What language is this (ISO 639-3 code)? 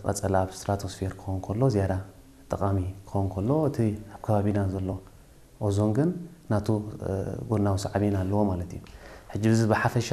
tir